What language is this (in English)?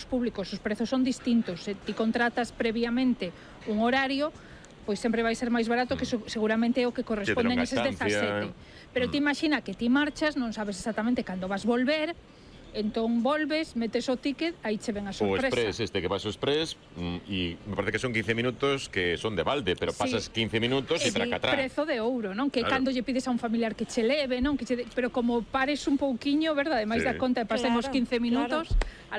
Galician